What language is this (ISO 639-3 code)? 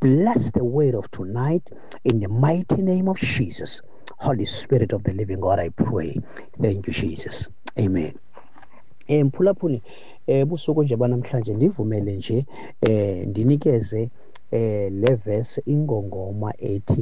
xho